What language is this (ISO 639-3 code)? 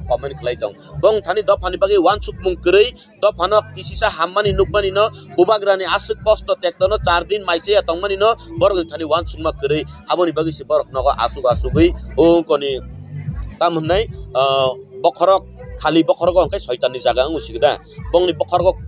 trp